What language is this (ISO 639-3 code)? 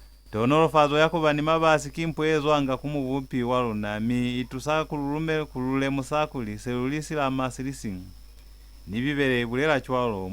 loz